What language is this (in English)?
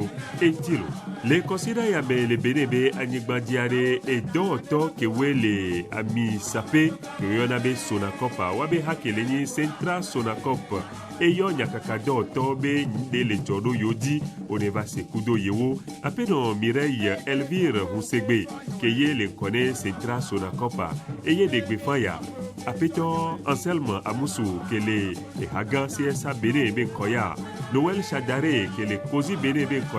Ewe